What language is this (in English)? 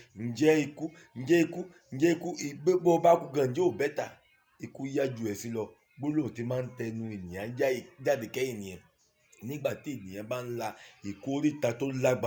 Yoruba